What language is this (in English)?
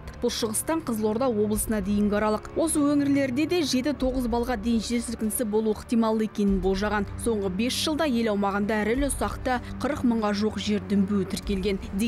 Kazakh